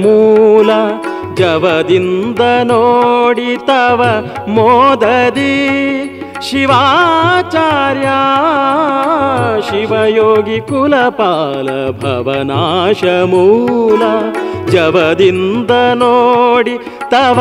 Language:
Kannada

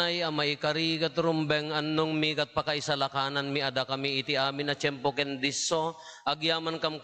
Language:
Iloko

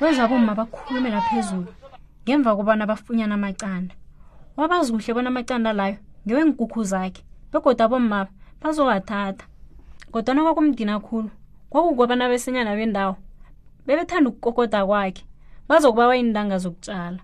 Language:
South Ndebele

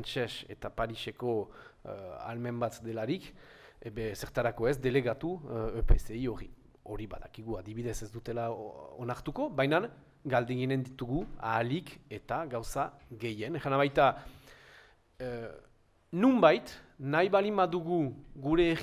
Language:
Basque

